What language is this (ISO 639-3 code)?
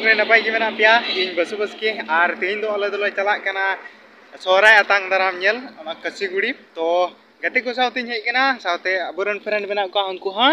sat